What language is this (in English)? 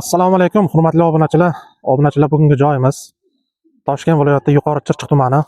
Uzbek